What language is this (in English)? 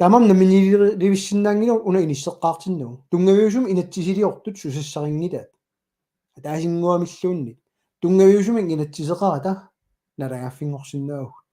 Kalaallisut